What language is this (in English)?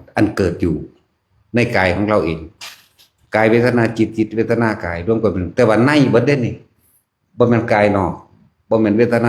Northeastern Thai